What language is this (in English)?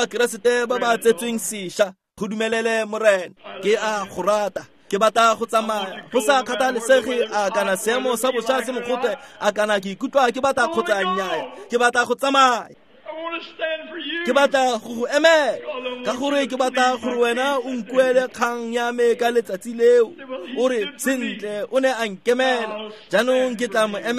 Tswana